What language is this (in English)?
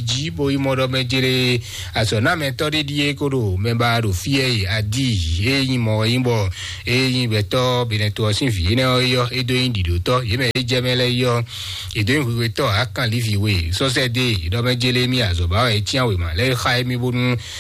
Fon